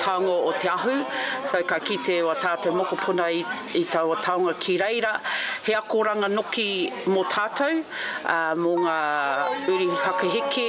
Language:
Māori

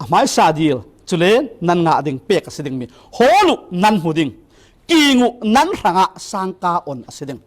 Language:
Falam Chin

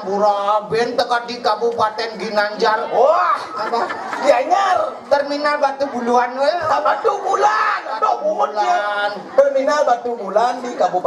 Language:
Balinese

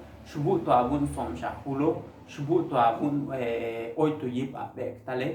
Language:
Tzotzil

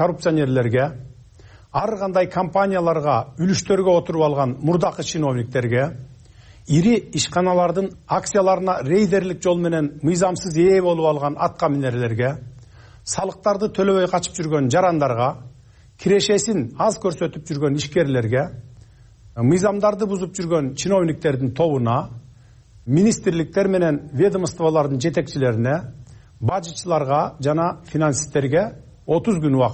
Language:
Kyrgyz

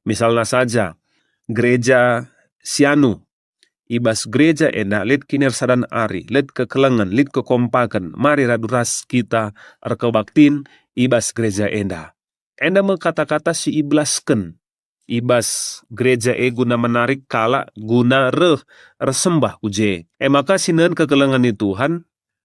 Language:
Batak Karo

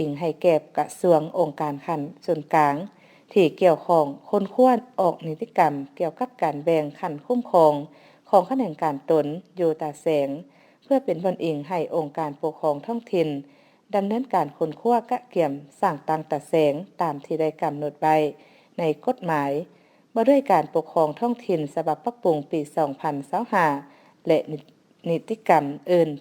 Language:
Lao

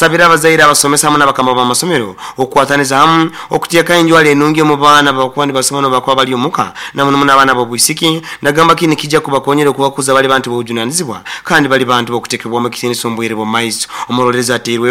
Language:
Nyoro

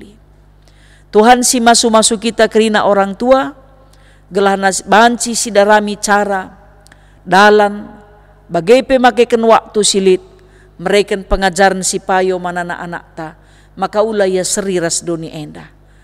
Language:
Batak Karo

